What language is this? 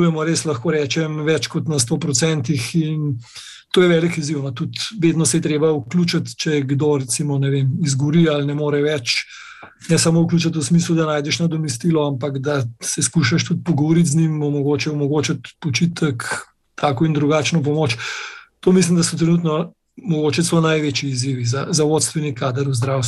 Slovenian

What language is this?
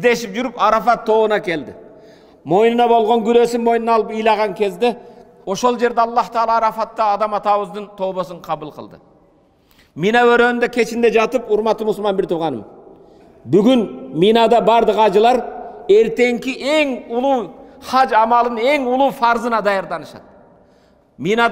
Kyrgyz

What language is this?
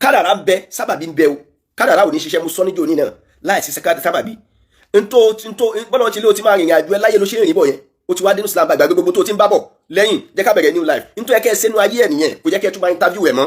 Yoruba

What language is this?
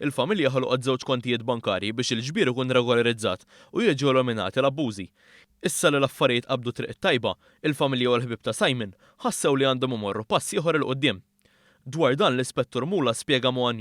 Maltese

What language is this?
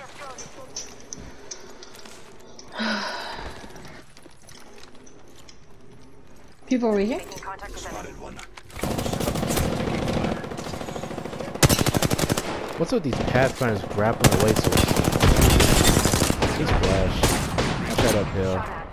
English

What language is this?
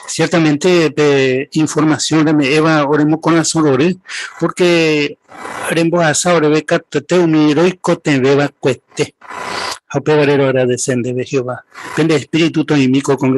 Guarani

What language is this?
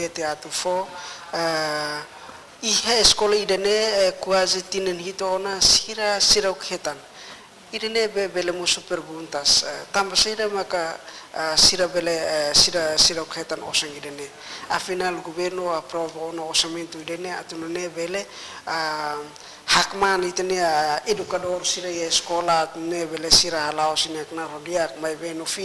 Tetum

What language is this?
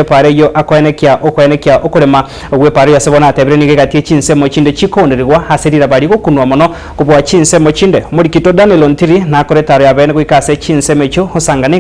Gusii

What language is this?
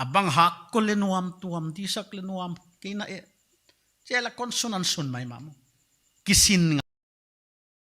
Paite Chin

